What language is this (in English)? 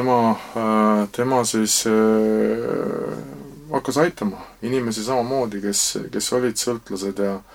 Estonian